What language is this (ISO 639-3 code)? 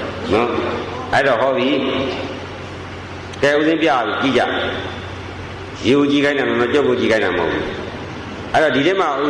mya